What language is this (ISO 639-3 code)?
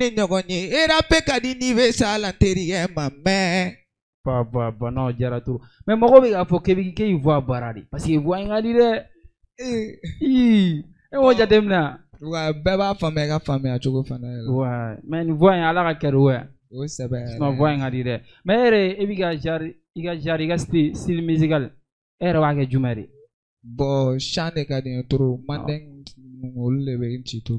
bam